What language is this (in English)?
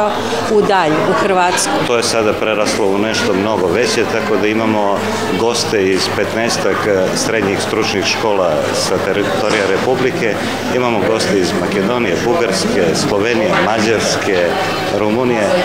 Serbian